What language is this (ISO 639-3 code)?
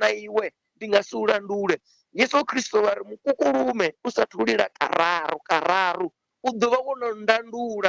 ven